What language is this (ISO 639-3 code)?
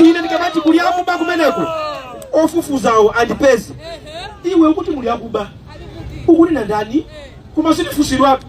nya